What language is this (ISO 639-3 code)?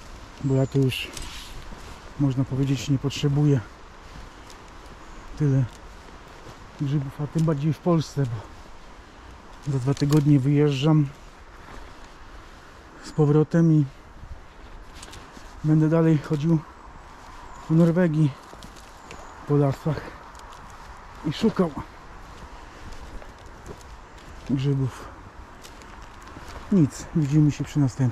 pol